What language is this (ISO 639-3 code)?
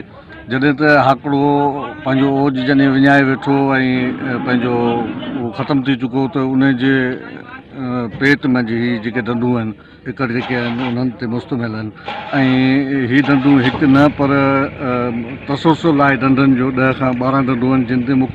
snd